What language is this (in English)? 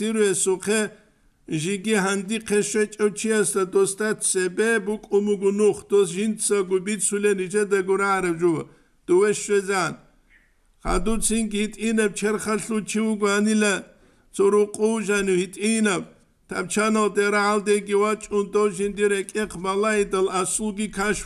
Avaric